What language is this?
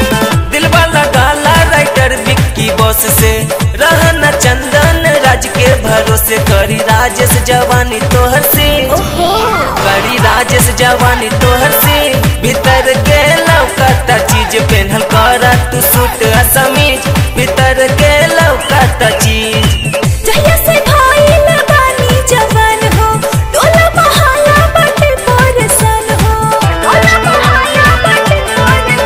Bhojpuri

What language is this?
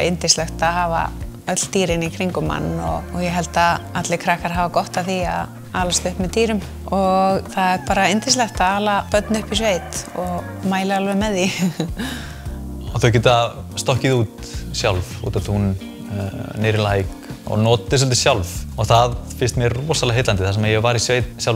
Icelandic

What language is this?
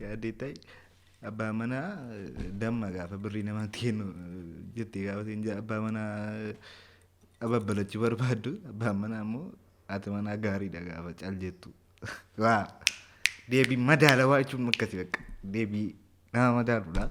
Oromo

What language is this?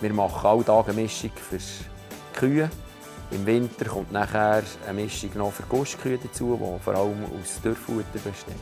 Swiss German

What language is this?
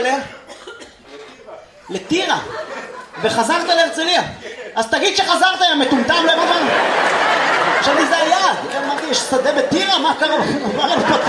Hebrew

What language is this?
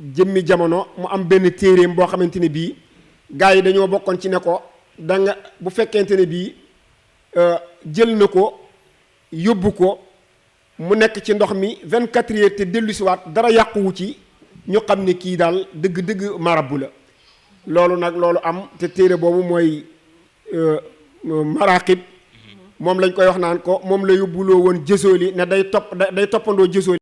Wolof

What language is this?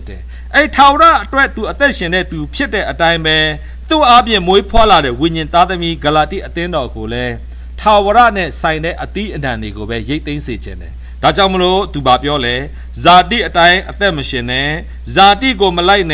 Burmese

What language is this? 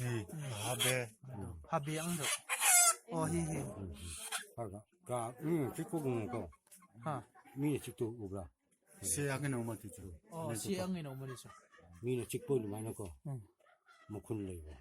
Hmar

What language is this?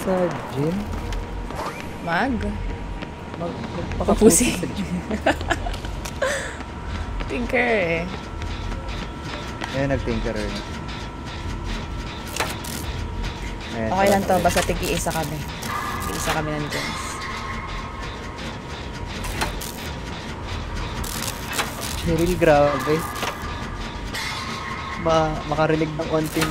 Filipino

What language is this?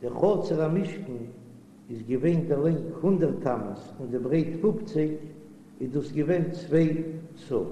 Yiddish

